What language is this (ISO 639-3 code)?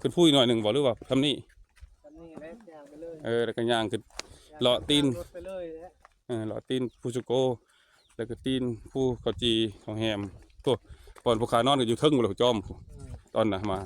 tts